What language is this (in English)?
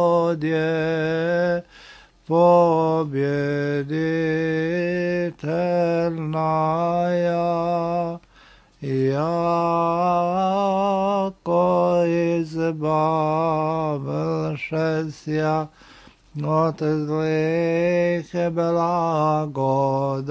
Serbian